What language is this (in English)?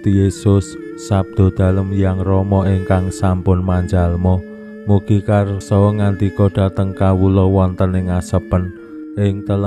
Javanese